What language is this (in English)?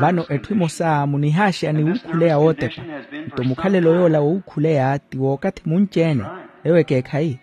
Makhuwa